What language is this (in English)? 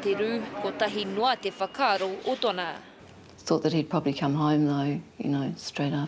Māori